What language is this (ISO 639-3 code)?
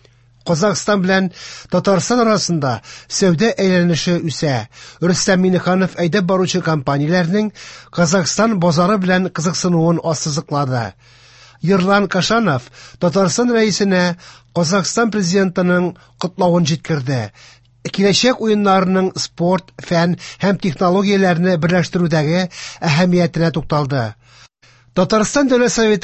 tat